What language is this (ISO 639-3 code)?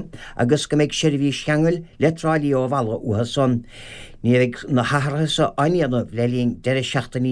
gle